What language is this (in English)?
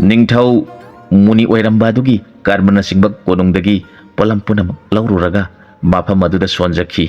Manipuri